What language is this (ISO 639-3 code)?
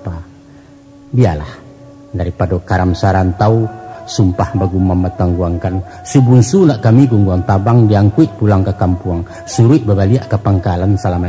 min